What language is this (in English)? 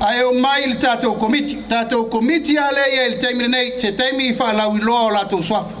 Samoan